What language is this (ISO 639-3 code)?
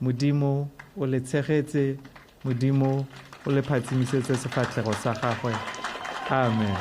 tsn